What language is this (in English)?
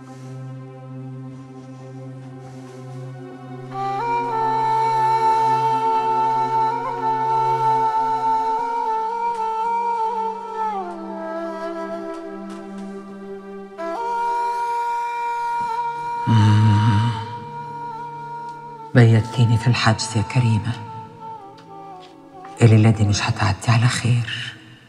Egyptian Arabic